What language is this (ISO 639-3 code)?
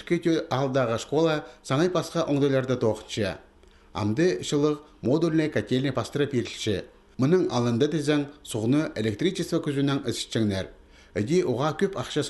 kjh